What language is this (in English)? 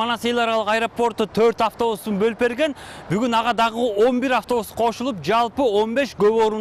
Kyrgyz